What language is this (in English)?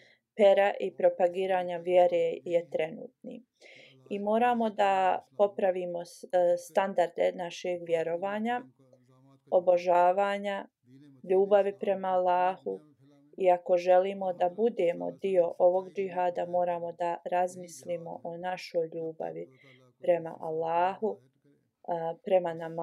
Bosnian